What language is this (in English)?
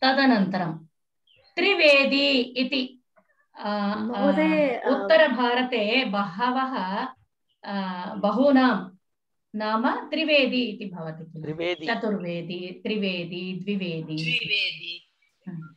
Sanskrit